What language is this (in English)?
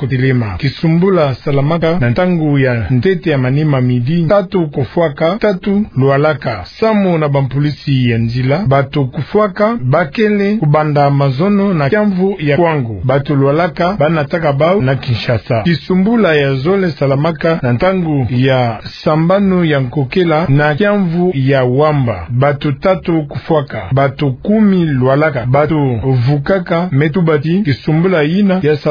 Kituba (Democratic Republic of Congo)